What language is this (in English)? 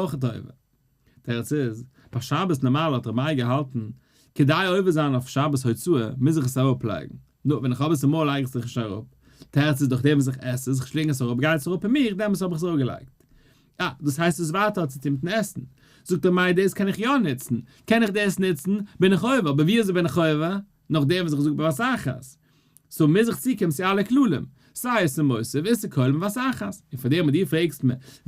Yiddish